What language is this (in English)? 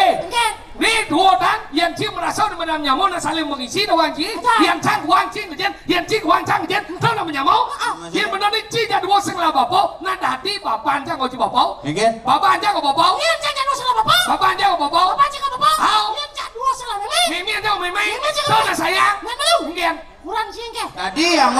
Balinese